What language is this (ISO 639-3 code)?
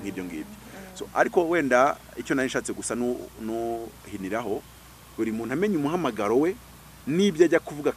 kin